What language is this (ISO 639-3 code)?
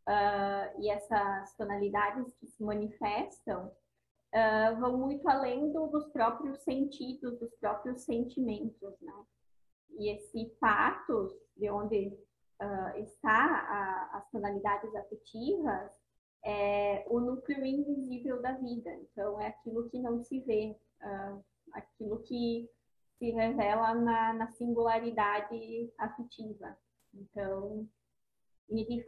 por